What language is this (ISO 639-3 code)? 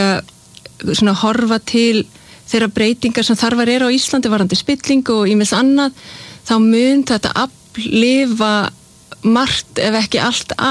isl